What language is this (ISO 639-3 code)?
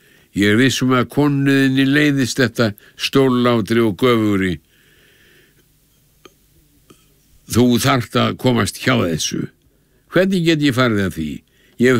isl